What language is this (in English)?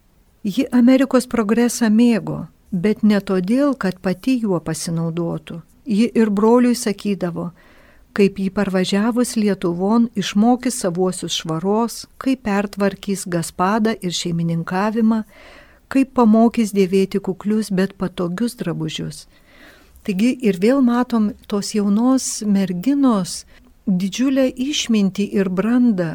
Lithuanian